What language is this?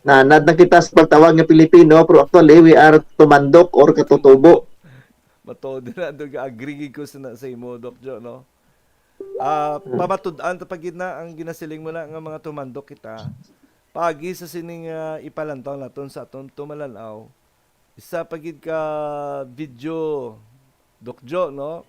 Hiligaynon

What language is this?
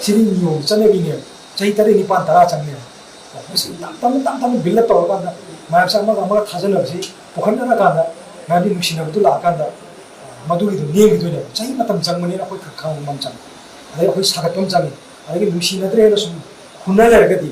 Manipuri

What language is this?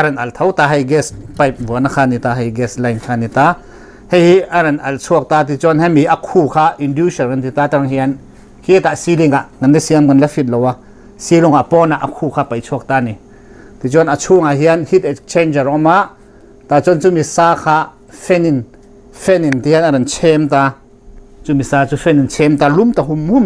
Mizo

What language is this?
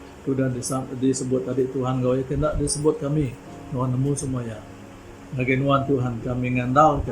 Iban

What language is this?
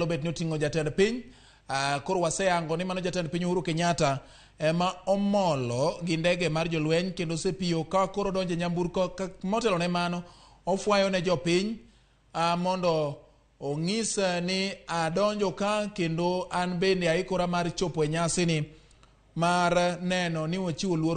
Luo (Kenya and Tanzania)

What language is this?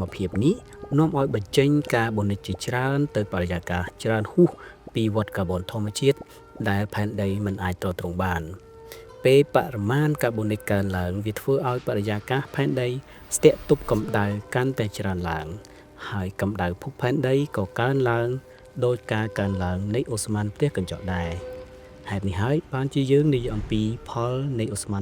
Khmer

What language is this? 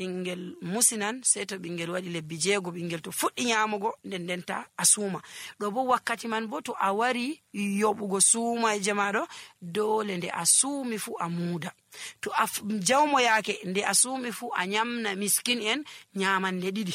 Nigerian Fulfulde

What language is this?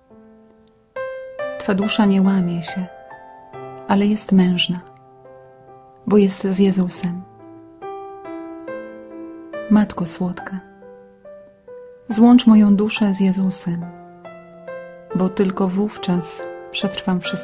Polish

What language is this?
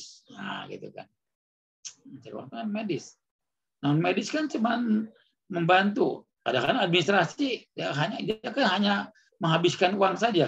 Indonesian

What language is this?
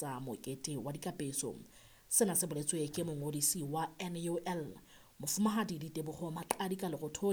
Southern Sotho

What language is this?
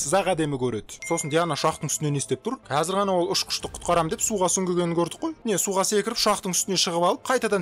Kazakh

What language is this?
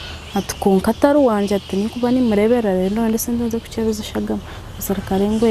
Nyankole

